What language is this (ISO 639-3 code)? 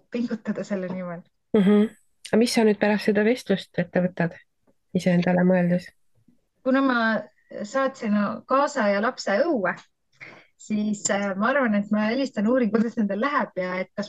est